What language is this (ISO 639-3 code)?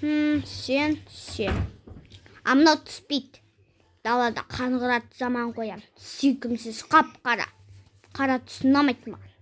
kaz